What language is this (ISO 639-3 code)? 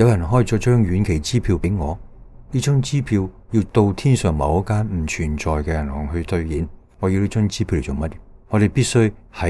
yue